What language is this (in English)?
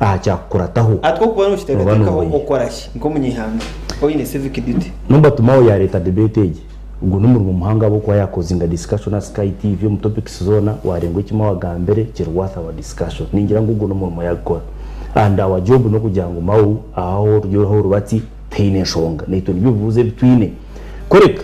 Nyankole